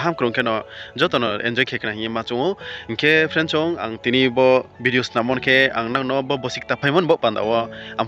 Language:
Riang (India)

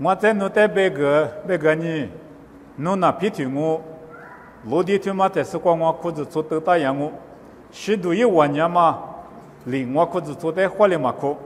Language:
Lisu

